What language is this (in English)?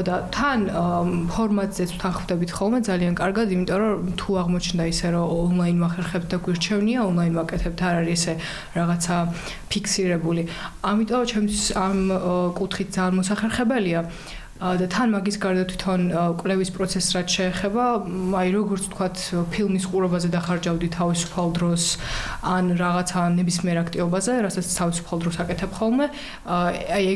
Georgian